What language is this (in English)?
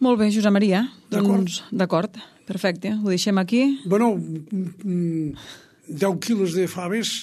Catalan